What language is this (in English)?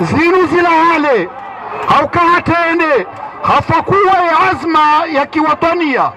Ngazidja Comorian